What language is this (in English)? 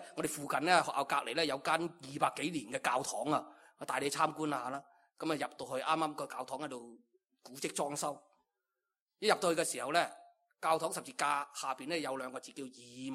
Cantonese